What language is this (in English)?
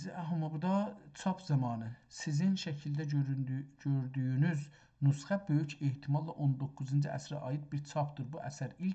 South Azerbaijani